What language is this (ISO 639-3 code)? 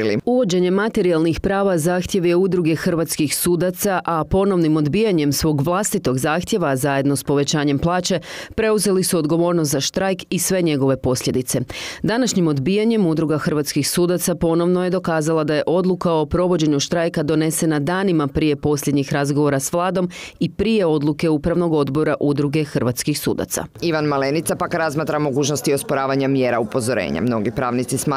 hrv